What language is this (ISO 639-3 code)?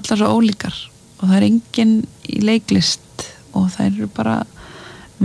isl